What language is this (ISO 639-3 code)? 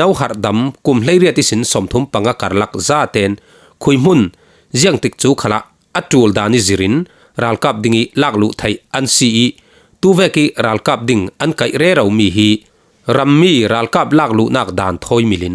cfm